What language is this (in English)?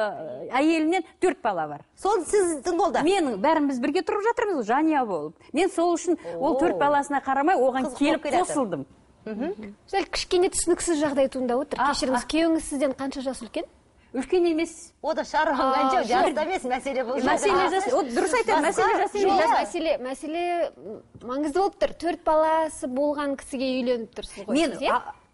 Kazakh